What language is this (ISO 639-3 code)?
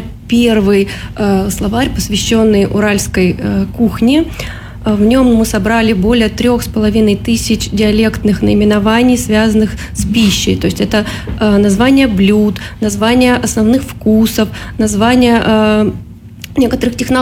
rus